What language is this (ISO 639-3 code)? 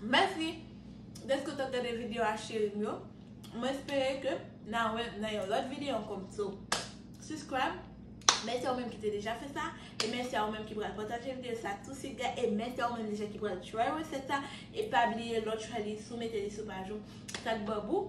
hat